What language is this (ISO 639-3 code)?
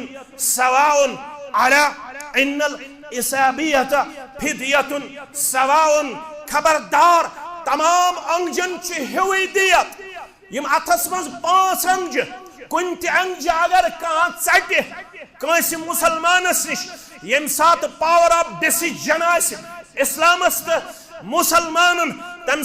kas